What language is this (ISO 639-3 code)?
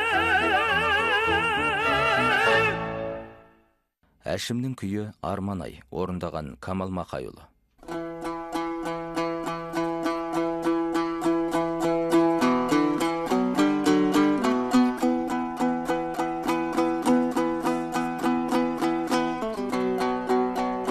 kaz